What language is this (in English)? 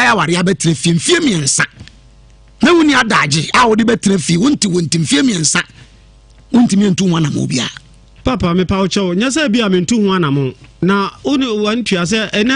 Akan